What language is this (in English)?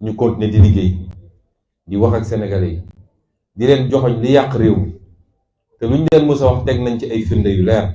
Wolof